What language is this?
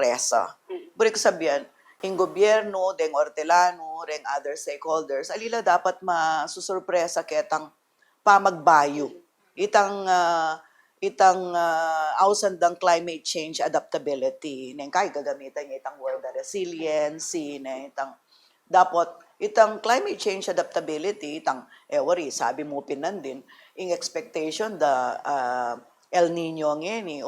Pampanga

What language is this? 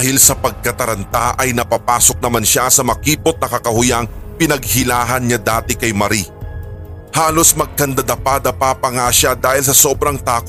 Filipino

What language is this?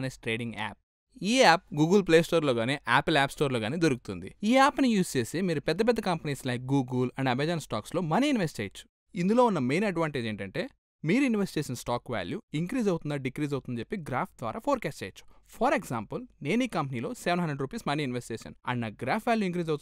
Telugu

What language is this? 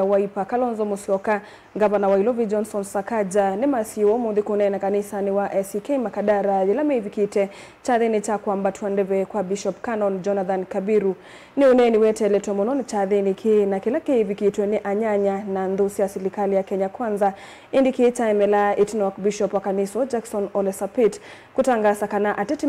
Kamba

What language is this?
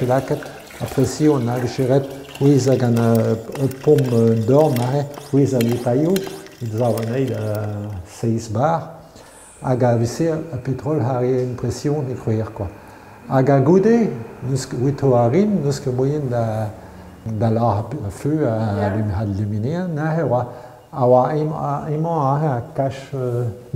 Breton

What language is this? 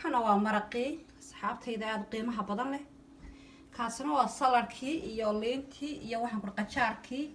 Somali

